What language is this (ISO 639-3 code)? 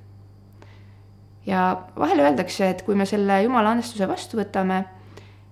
est